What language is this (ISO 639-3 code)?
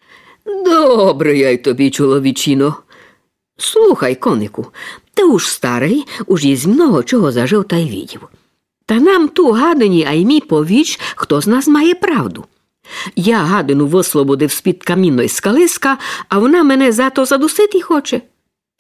rue